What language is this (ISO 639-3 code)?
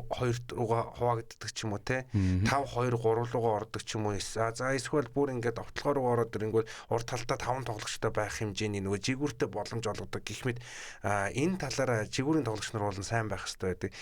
mon